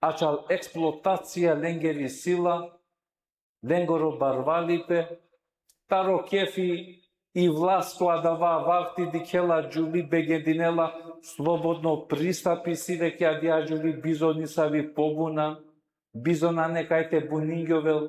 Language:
Balkan Romani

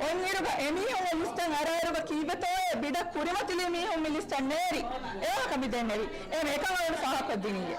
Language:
Divehi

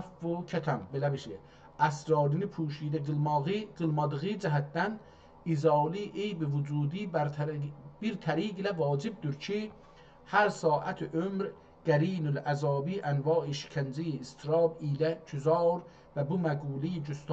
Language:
South Azerbaijani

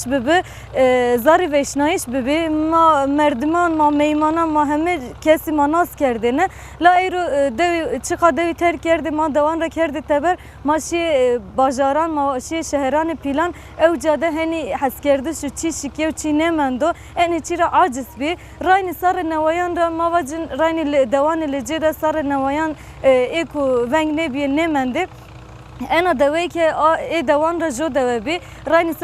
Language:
Zaza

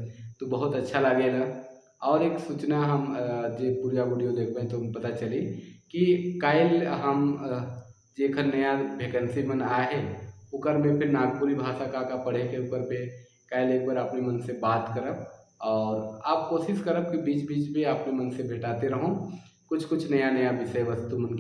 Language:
Sadri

